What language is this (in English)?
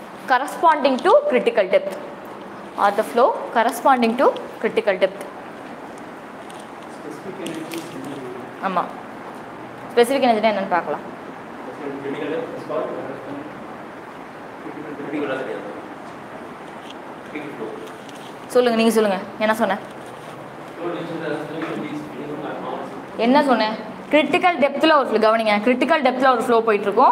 Tamil